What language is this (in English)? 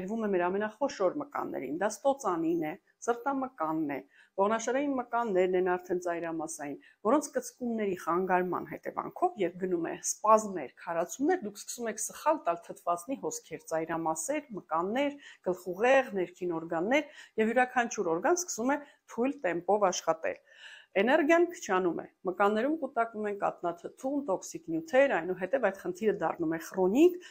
Armenian